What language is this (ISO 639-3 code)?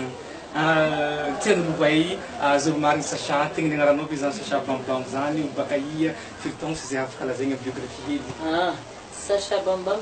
mlg